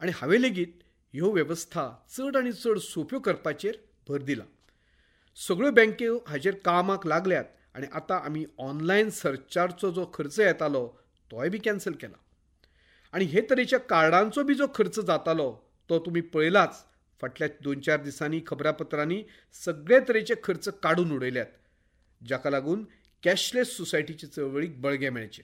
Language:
Konkani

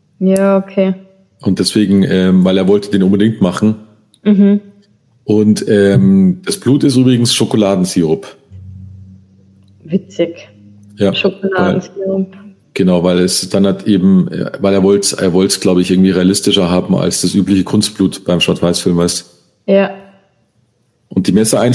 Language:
German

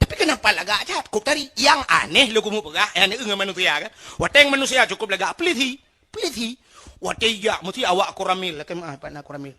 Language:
Achinese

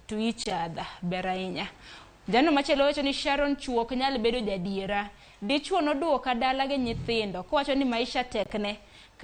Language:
Luo (Kenya and Tanzania)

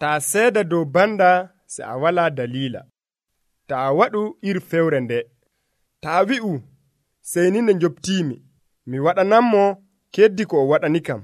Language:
Nigerian Fulfulde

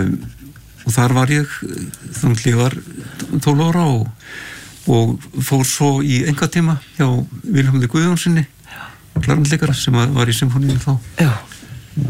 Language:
Icelandic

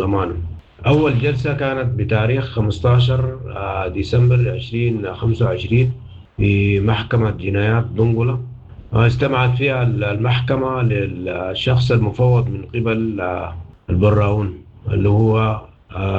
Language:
Sudanese Arabic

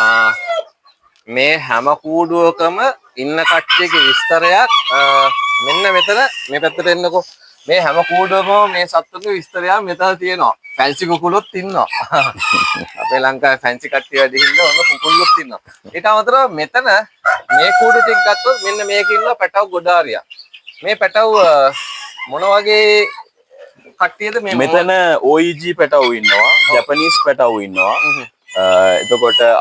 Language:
Sinhala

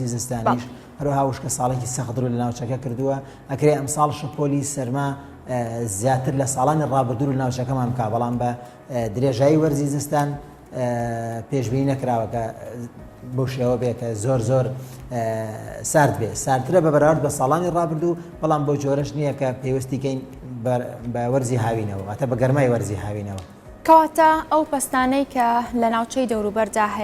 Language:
Central Kurdish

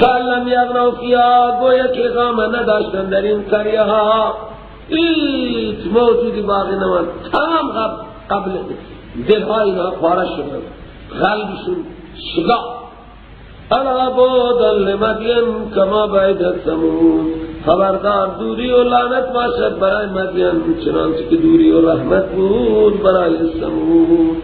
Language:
Persian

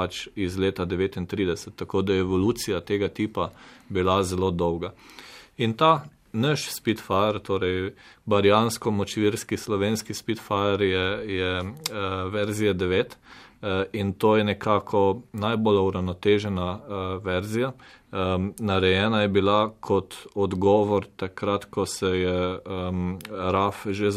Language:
Slovenian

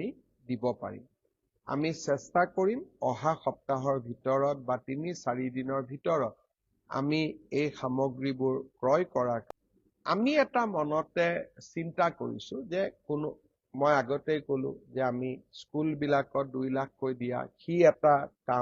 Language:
Assamese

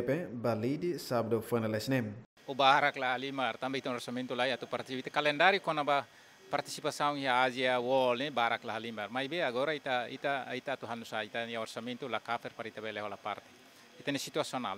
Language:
Tetum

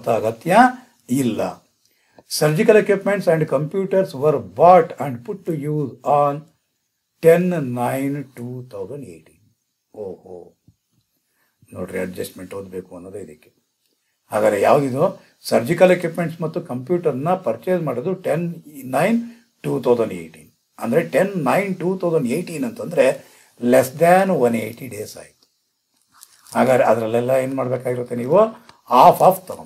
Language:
Kannada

